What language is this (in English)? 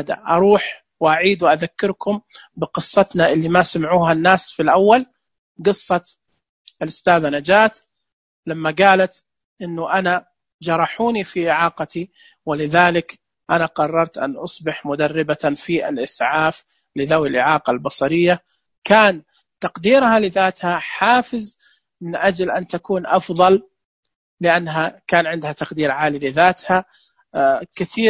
Najdi Arabic